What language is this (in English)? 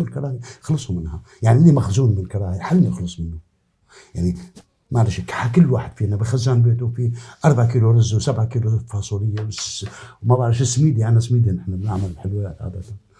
North Levantine Arabic